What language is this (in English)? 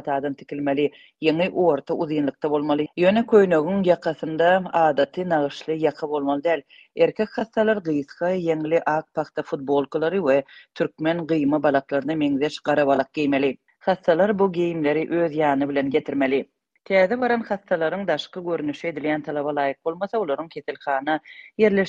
Turkmen